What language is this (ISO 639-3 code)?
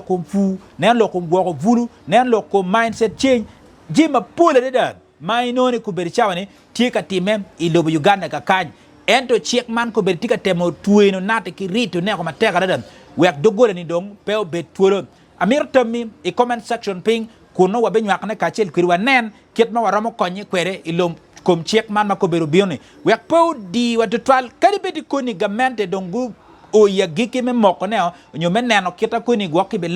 ach